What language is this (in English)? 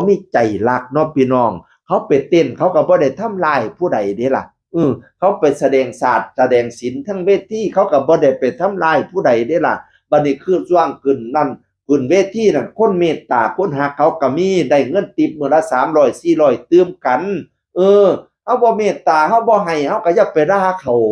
Northeastern Thai